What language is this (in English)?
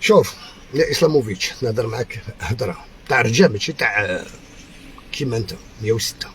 Algerian Arabic